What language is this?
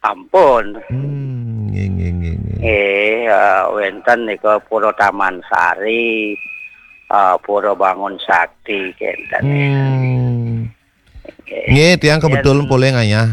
Balinese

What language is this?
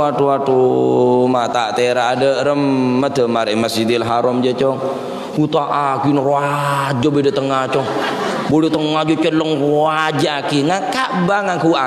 Madurese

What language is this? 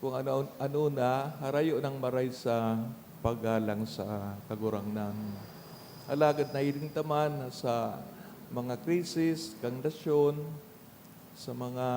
Bikol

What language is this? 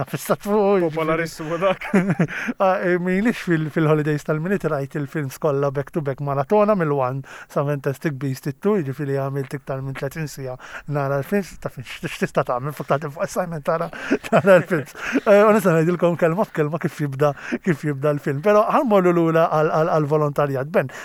Maltese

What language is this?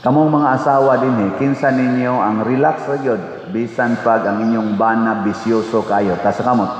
Cebuano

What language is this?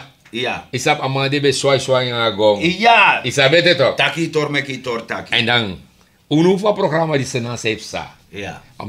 Sranan Tongo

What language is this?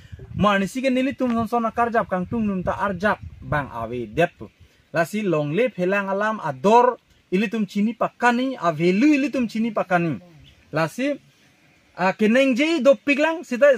Karbi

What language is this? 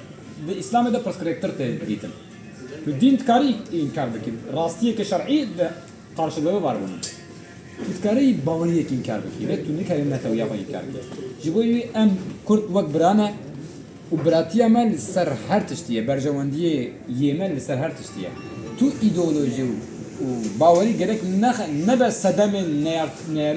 Kurdish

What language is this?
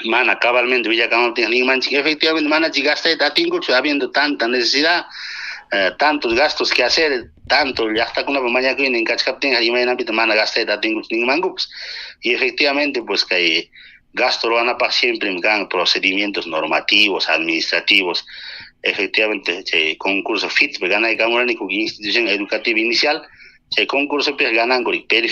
Ayacucho Quechua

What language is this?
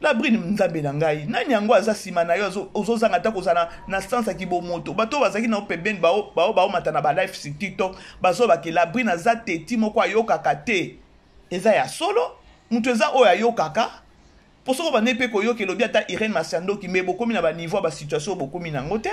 Lingala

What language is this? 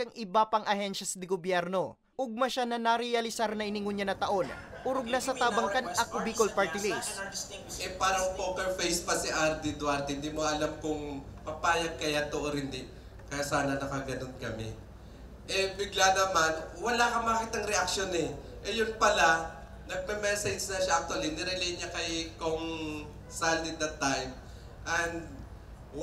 Bikol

